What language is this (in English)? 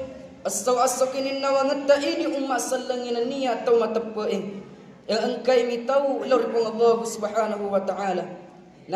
Buginese